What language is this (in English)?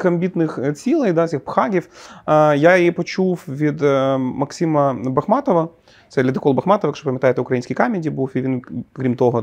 Ukrainian